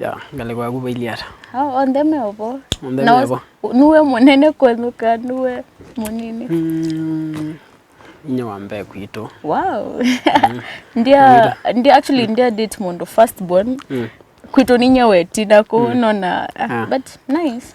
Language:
Kamba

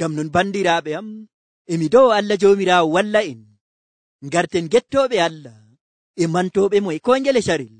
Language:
Nigerian Fulfulde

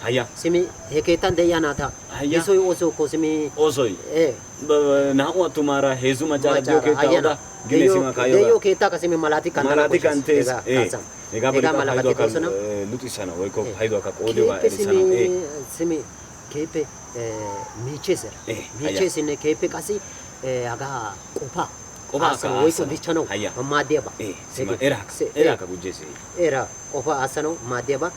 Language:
Wolaytta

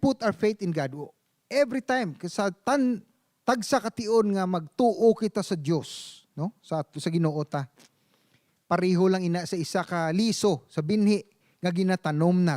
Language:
Hiligaynon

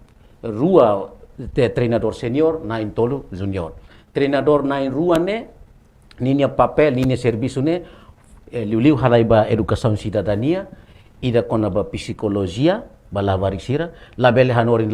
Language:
Tetum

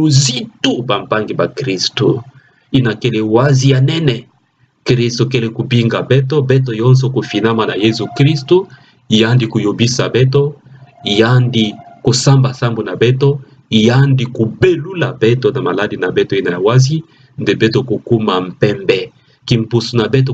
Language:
Kituba (Democratic Republic of Congo)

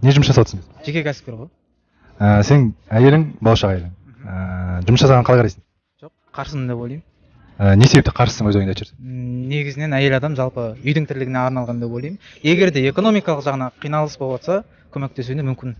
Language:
Kazakh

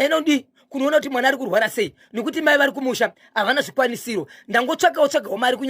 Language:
Shona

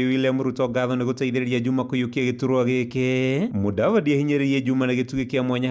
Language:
Kikuyu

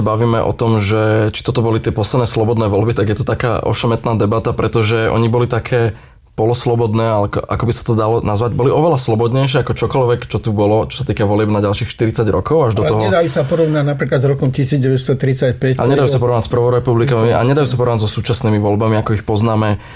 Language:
Slovak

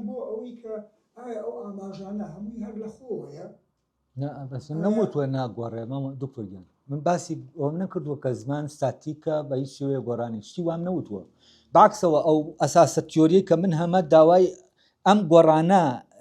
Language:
Central Kurdish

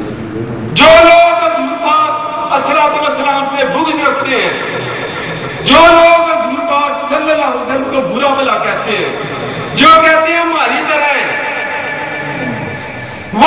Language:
Urdu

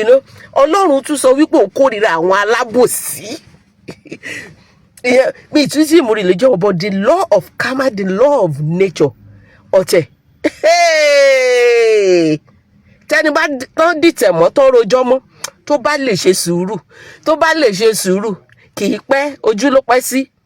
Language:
Yoruba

